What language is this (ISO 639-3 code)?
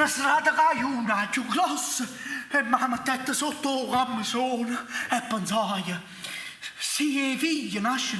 nap